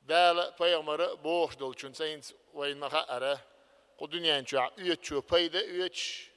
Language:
Chechen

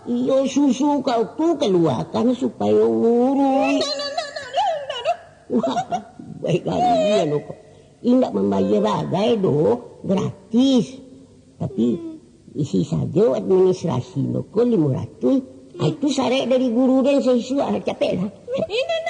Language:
Minangkabau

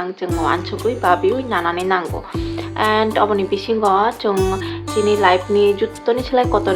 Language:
Kok Borok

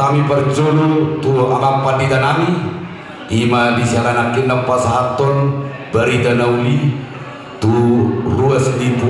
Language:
Batak Toba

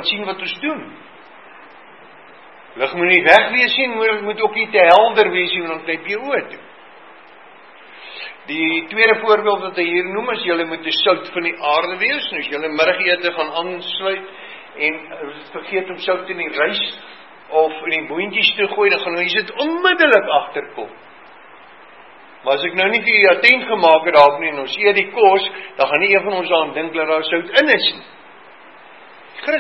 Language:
Afrikaans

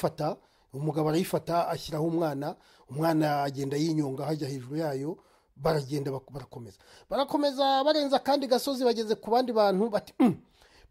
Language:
Kinyarwanda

